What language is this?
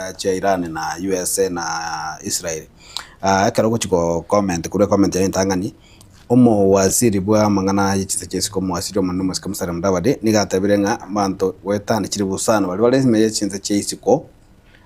Gusii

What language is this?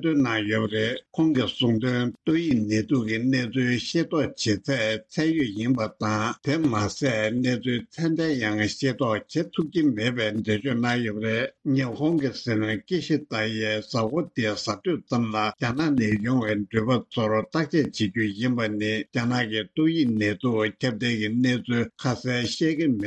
Tibetan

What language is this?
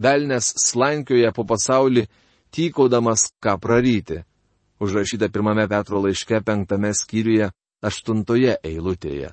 Lithuanian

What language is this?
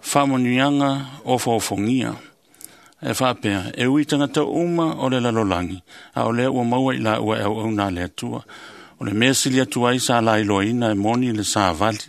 Samoan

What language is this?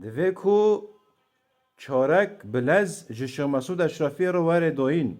Kurdish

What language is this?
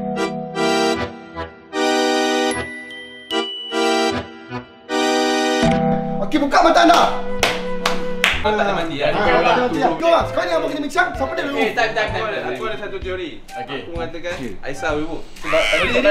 Malay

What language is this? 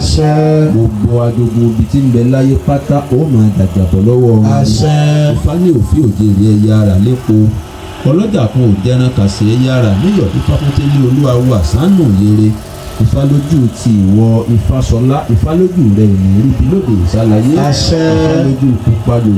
Yoruba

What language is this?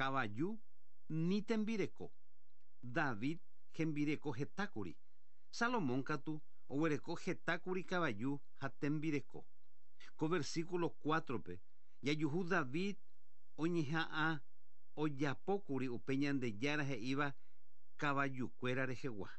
Guarani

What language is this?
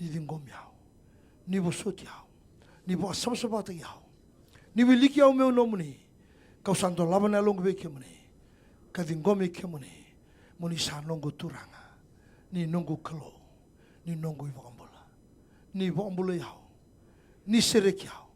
Fijian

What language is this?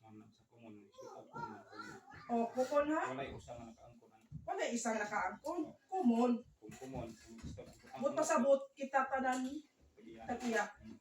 Cebuano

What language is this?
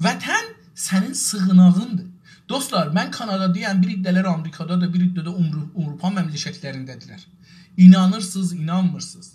South Azerbaijani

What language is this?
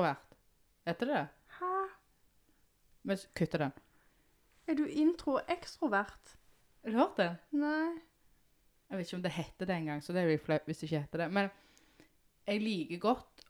Norwegian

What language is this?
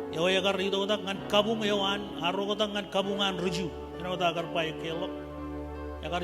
Marshallese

